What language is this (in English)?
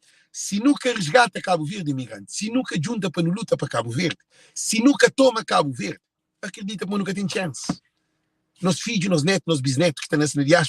Kabuverdianu